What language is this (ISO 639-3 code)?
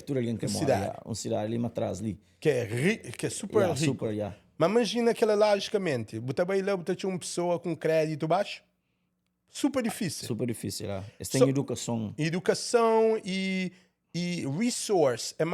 kea